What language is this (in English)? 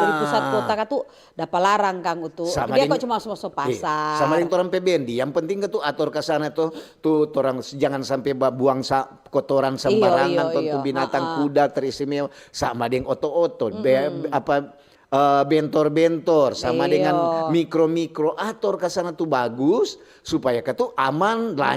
Manado Malay